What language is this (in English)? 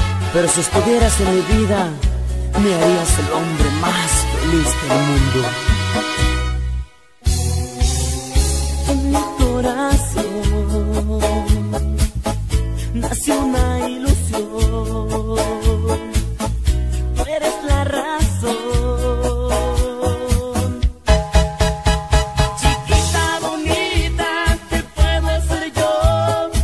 Spanish